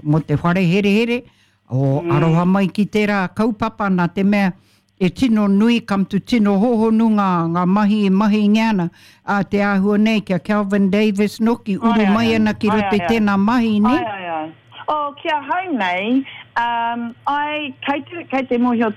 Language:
Māori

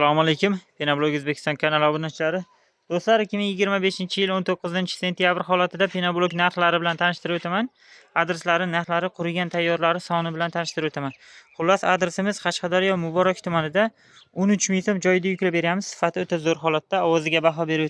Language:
Uzbek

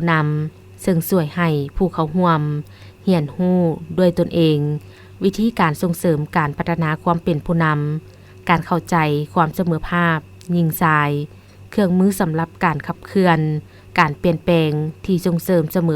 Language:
Lao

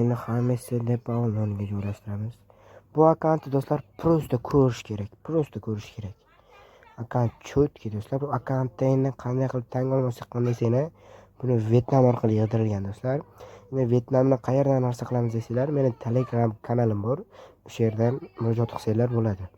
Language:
Uzbek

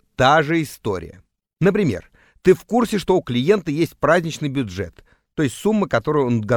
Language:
Russian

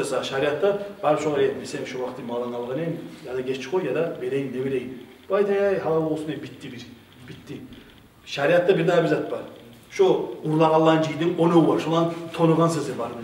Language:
Kumyk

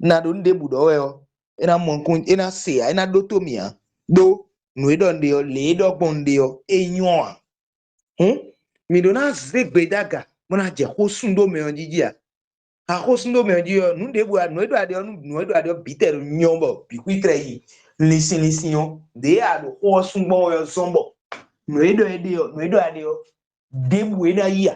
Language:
Fon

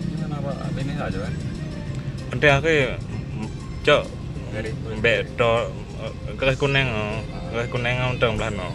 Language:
Achinese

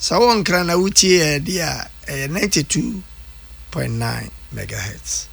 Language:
Akan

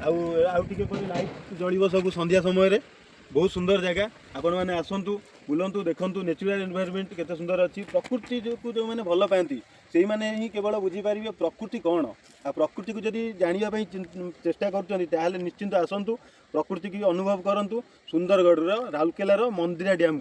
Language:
Odia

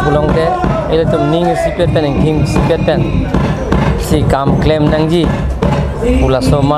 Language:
Karbi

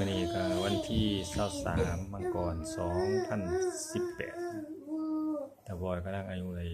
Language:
Lao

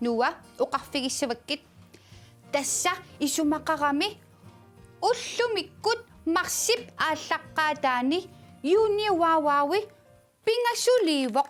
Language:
Kalaallisut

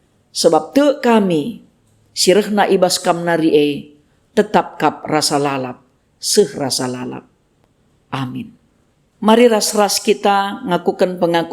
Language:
Batak Karo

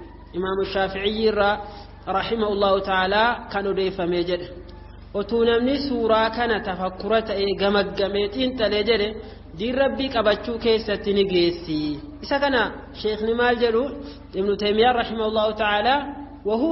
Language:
Oromo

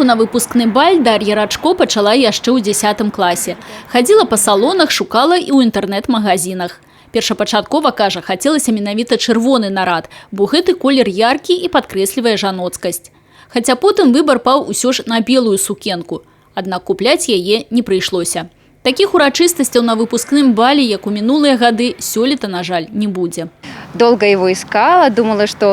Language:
Belarusian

